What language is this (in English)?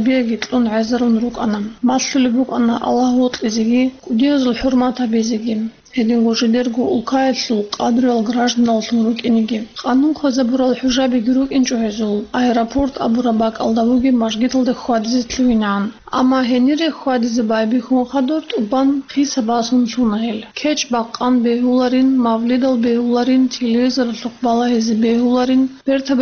Avaric